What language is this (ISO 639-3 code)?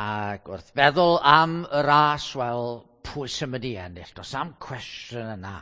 cym